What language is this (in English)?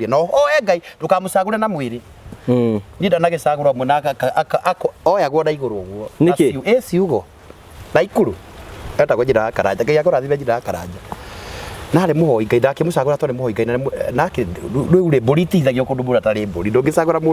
Kikuyu